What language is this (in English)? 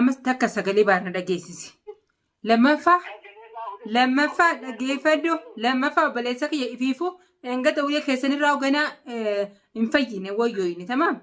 Oromo